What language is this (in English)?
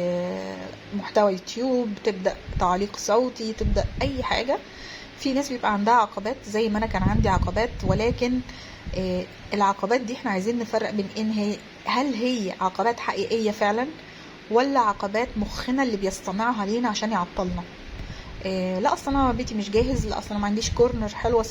Egyptian Arabic